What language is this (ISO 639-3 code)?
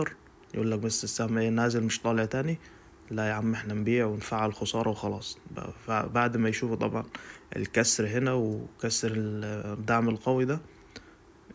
arz